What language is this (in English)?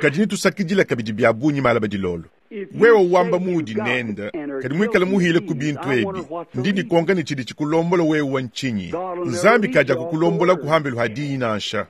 Luba-Lulua